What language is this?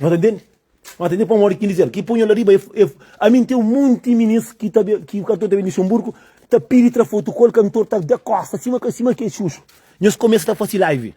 Kabuverdianu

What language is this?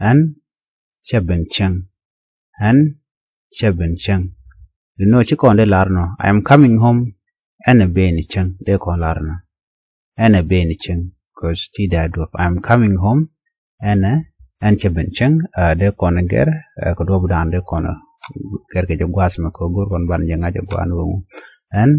Nuer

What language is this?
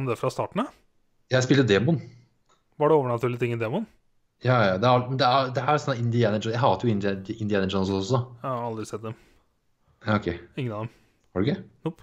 Norwegian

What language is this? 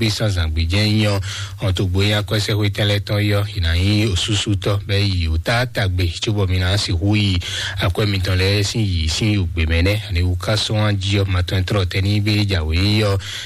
Fon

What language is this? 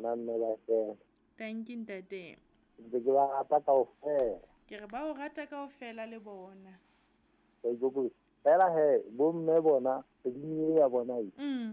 Southern Sotho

